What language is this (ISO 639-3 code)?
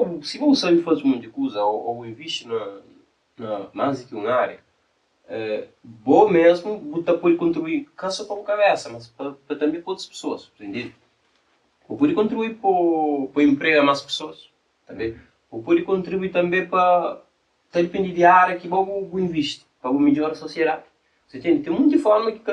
kea